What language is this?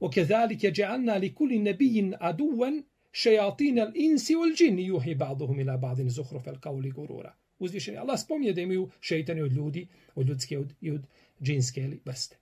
Bosnian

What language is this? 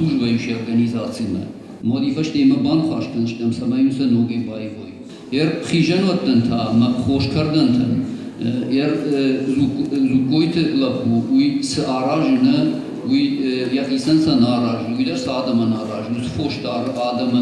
Ossetic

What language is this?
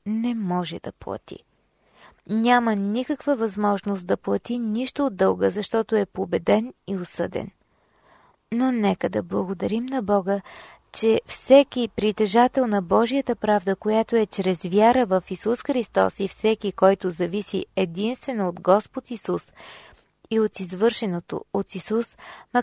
Bulgarian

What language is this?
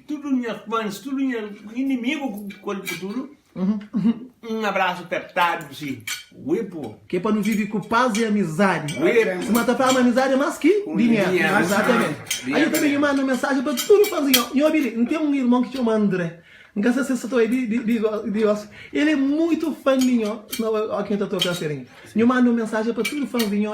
Kabuverdianu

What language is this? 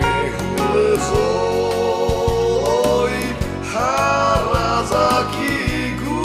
Nias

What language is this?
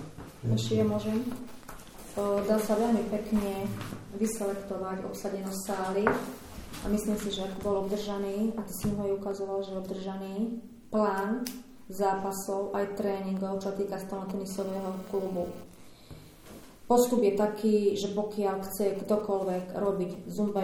Slovak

